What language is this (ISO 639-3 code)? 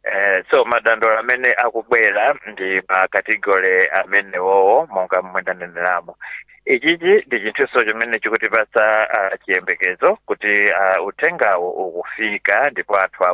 nya